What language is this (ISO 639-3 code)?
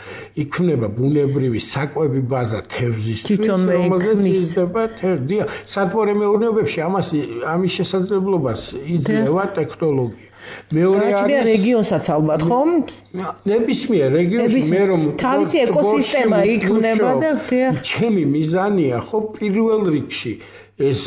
kat